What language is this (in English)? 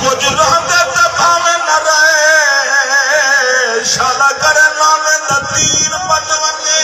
Saraiki